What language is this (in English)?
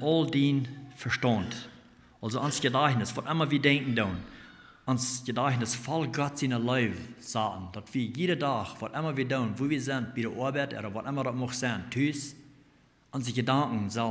Plautdietsch